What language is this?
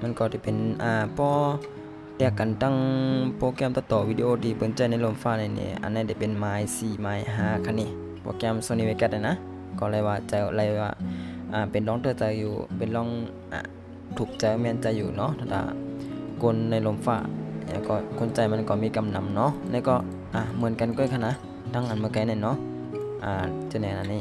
Shan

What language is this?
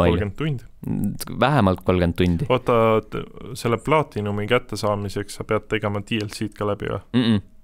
Estonian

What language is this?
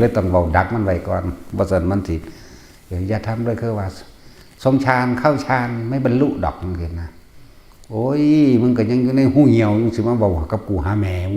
Northeastern Thai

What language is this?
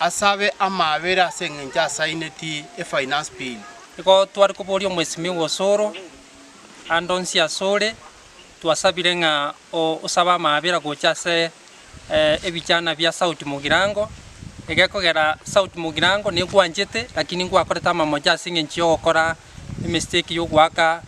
Gusii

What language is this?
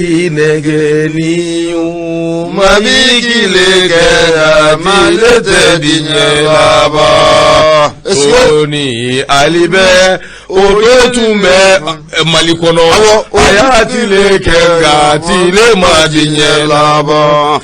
Bambara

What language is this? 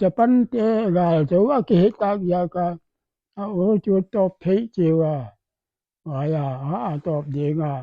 Paite Chin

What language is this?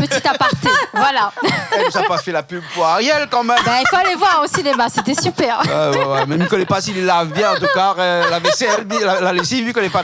Réunion Creole French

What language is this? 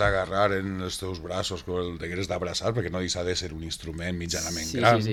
Catalan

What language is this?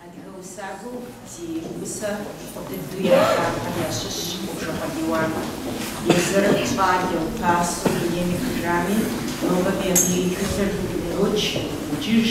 Kabardian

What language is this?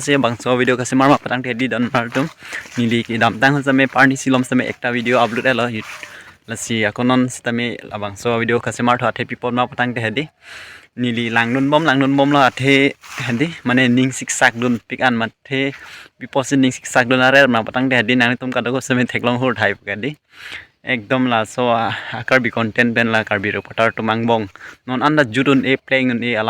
Karbi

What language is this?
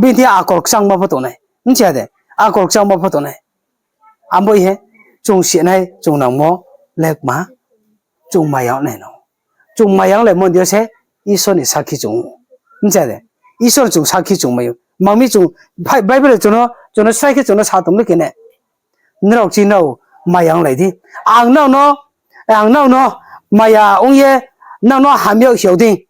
Riang (India)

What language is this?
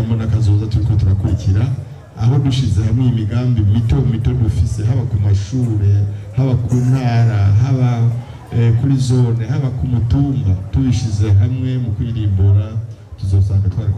Rundi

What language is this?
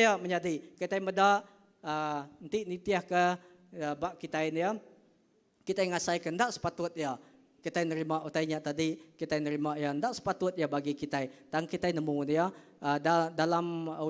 Iban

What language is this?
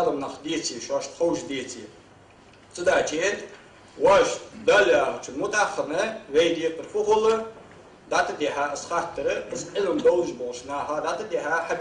Ingush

